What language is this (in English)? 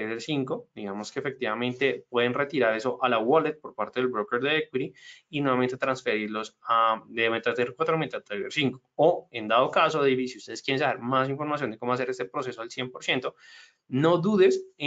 Spanish